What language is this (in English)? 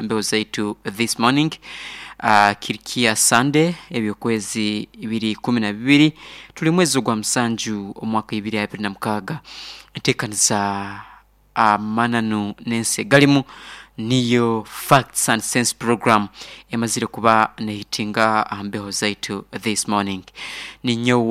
Nyoro